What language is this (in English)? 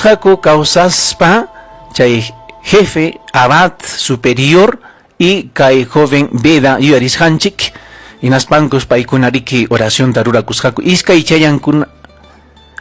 Ayacucho Quechua